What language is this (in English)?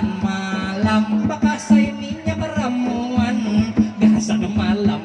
Banjar